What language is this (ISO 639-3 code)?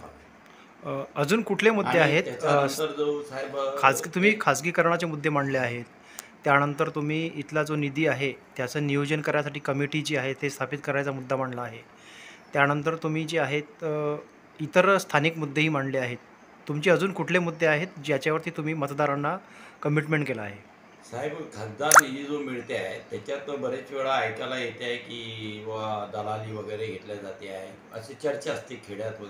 mar